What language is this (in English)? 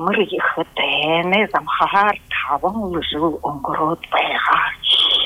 Buriat